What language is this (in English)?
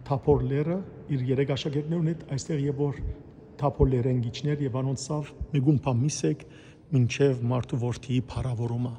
Western Armenian